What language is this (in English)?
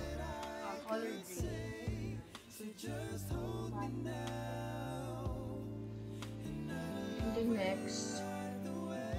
Filipino